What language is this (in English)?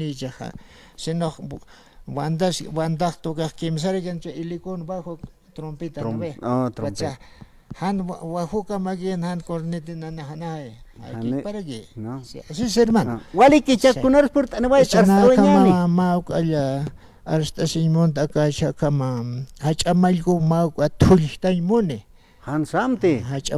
Aymara